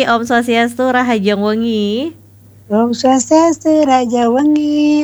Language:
Balinese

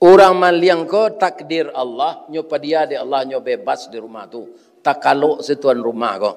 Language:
Minangkabau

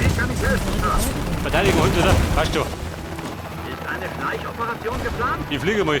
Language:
Bavarian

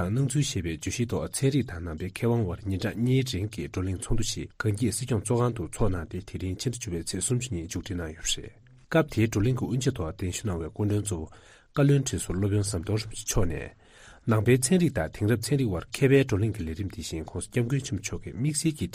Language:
Tibetan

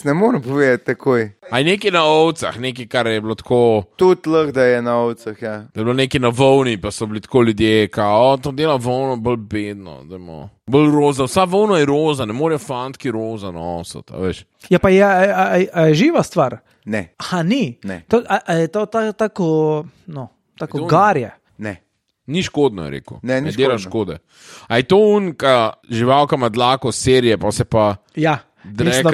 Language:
Slovenian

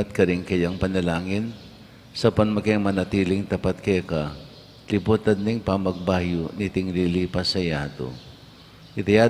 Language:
Pampanga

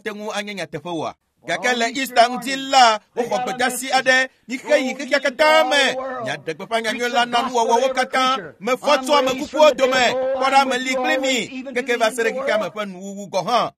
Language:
Ewe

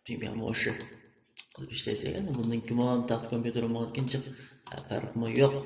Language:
Uyghur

